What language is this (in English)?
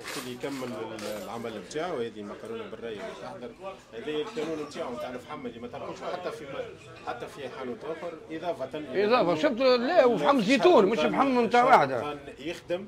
Tunisian Arabic